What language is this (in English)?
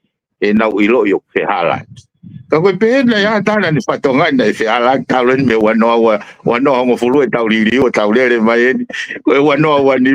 Tongan